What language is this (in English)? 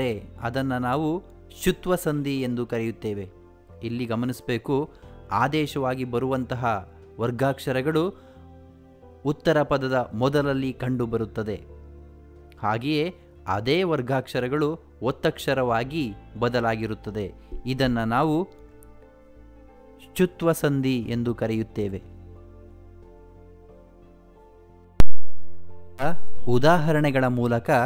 Kannada